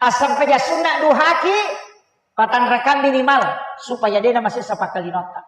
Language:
Buginese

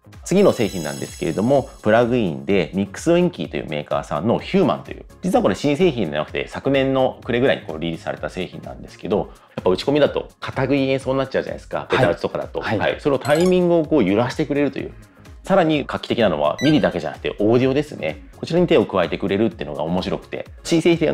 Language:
Japanese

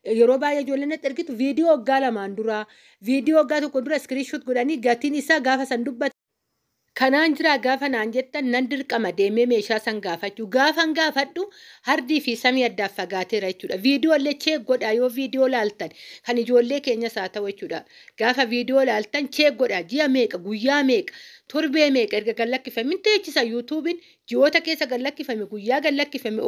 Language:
Oromo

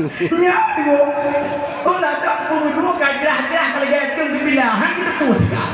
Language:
Achinese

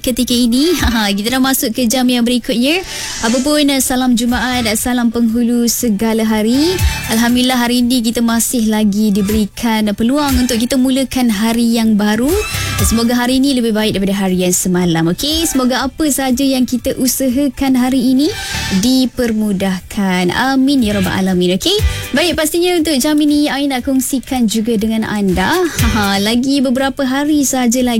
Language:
Malay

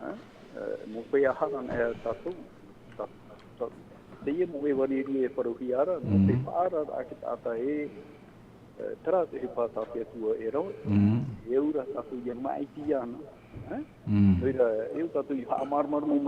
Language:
Tahitian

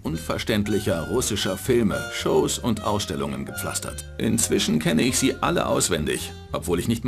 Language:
Bavarian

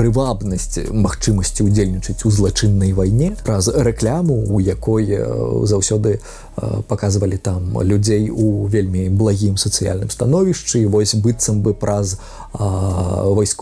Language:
Belarusian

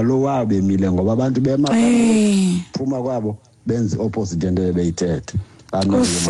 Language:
Xhosa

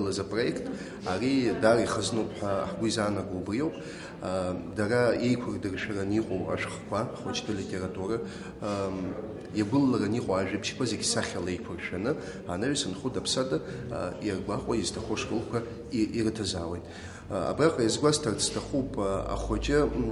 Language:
Abkhazian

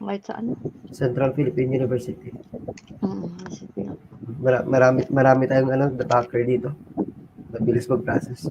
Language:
Hiligaynon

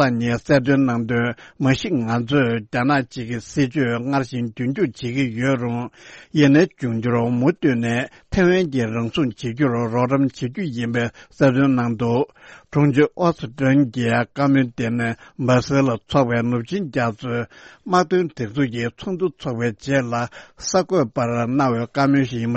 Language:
Tibetan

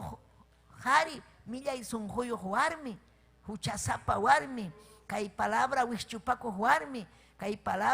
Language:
Ayacucho Quechua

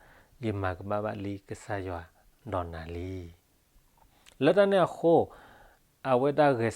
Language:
S'gaw Karen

